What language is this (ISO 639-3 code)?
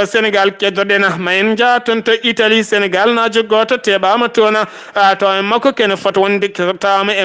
ful